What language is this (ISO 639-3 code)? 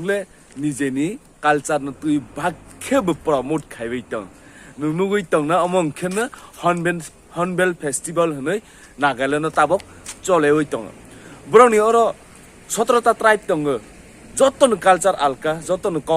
trp